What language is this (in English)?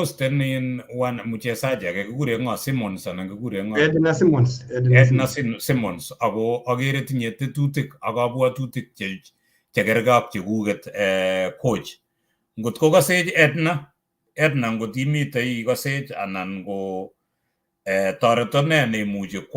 Kalenjin